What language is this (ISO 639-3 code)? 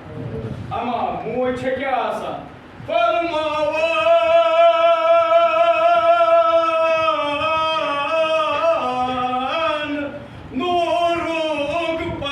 kas